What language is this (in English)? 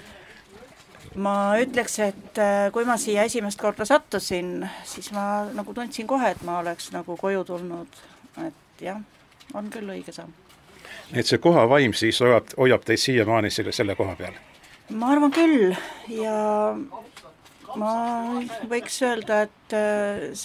Estonian